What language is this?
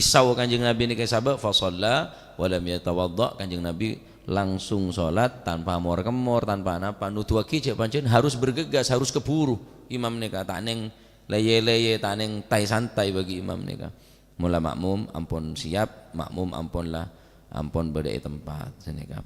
Madurese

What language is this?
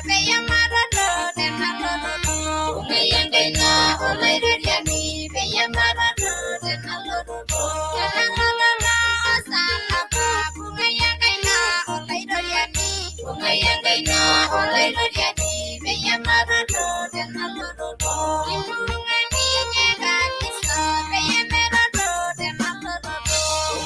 Masai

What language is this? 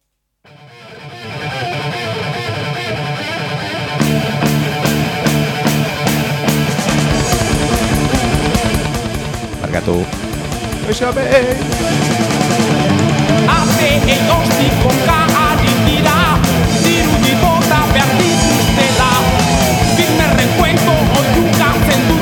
Basque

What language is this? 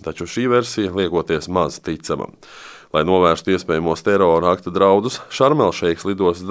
Latvian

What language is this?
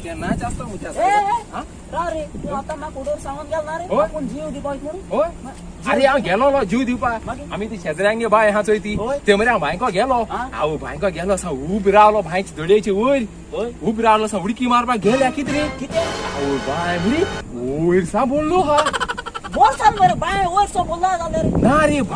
Konkani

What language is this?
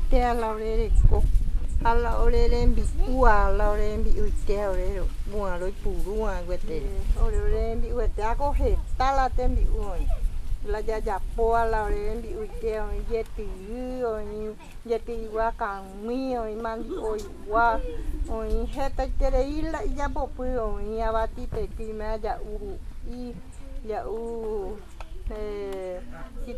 Guarani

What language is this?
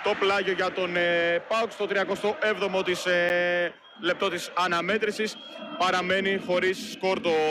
Greek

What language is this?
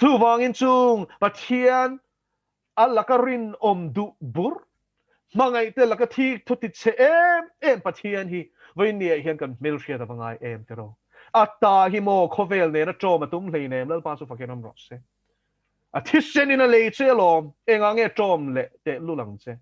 Mizo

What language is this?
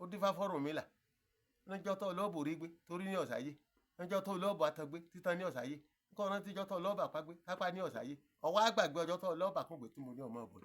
Yoruba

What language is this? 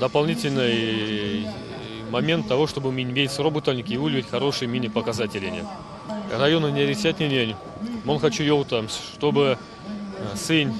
Erzya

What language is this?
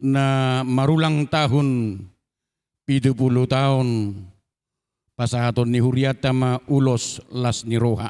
Batak Toba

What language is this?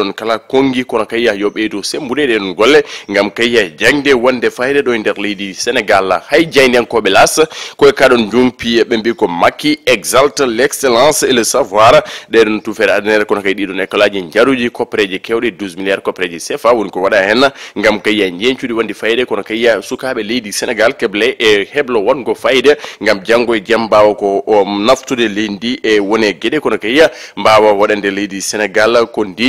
Fula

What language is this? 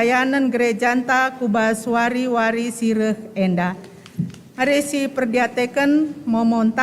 Batak Karo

